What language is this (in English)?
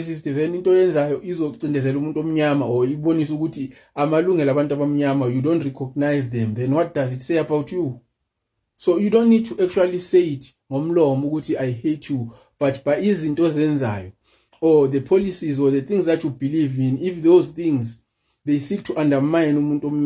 Zulu